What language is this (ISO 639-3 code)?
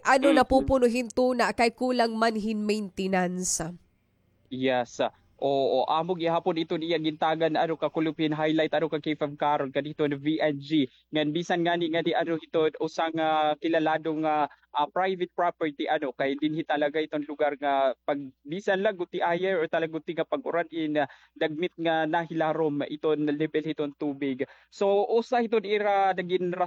war